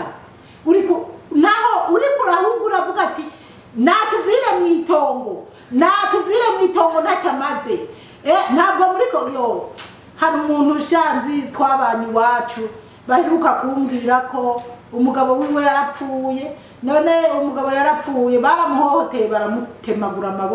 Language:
Rundi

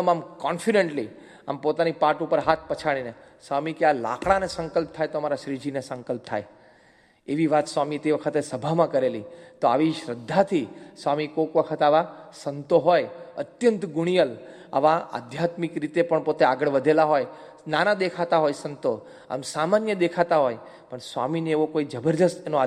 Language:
Gujarati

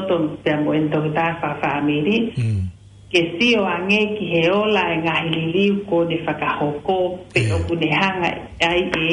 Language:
Tongan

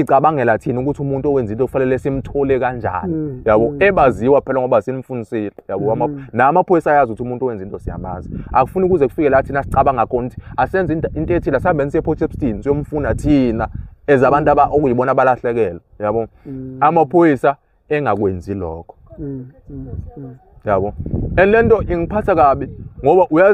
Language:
Zulu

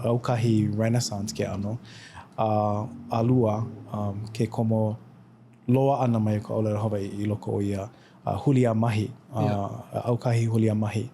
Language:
Hawaiian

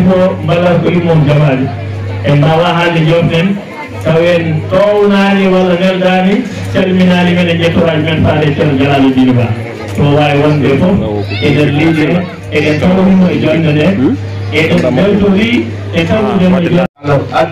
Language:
Fula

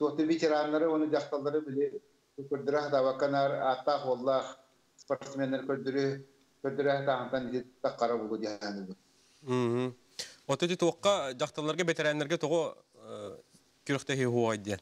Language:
Yakut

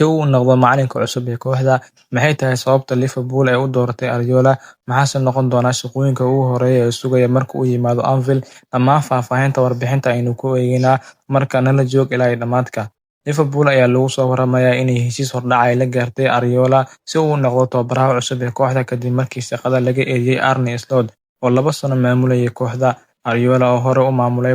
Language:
Somali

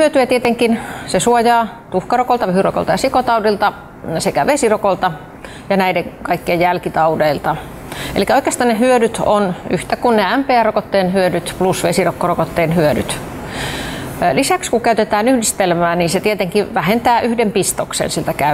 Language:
Finnish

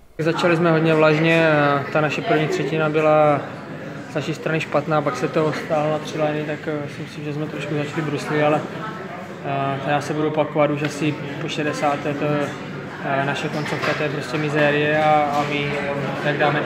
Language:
Czech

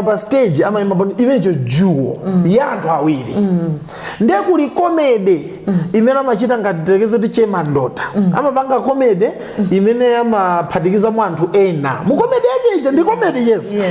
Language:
Nyanja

